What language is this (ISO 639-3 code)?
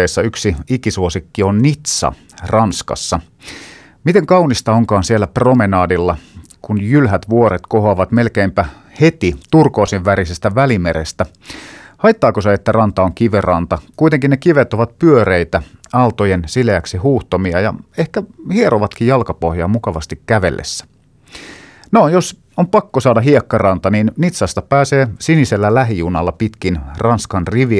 fin